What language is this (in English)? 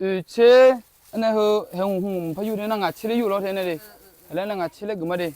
Akha